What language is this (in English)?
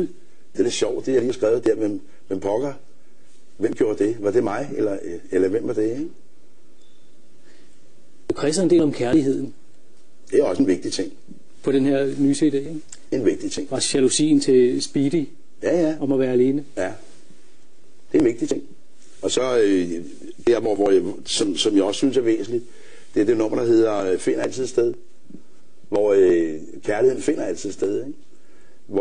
Danish